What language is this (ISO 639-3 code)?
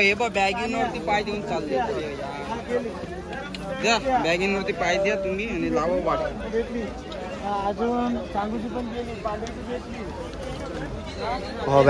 mar